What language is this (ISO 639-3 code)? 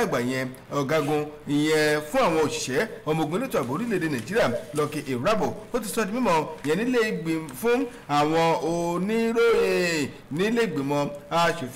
yor